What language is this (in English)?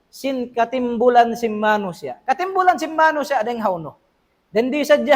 Tausug